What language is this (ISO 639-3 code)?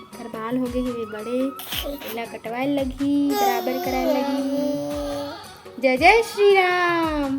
hne